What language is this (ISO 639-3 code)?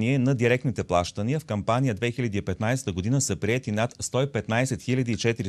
bul